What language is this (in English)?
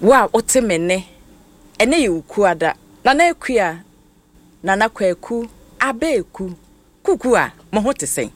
Akan